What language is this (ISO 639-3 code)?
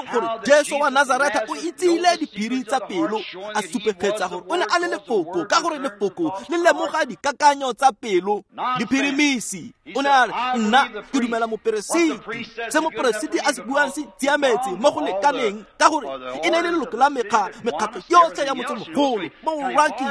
tsn